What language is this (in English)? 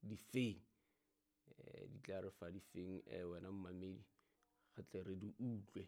Southern Sotho